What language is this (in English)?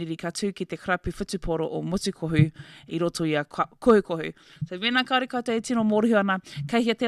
Māori